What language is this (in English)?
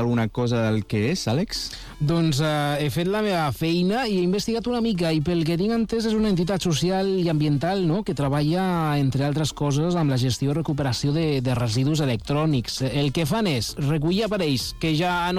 Catalan